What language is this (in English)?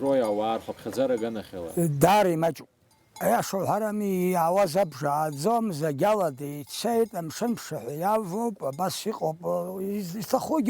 Abkhazian